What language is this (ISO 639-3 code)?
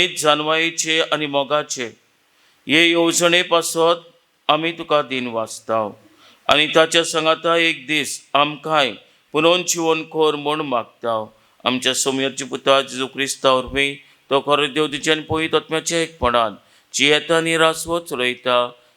kok